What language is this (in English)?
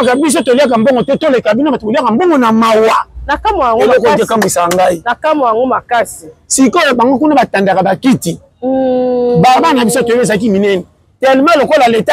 Lingala